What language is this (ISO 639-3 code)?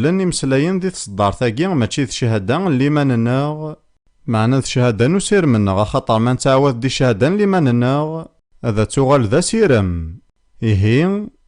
kab